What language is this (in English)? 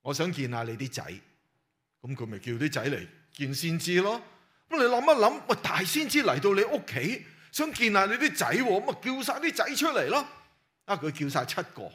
Cantonese